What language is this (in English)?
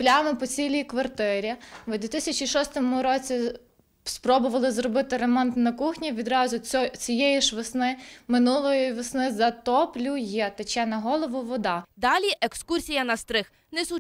Ukrainian